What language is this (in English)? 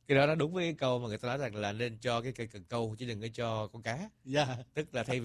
Vietnamese